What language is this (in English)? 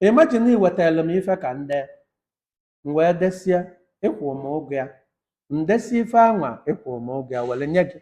Igbo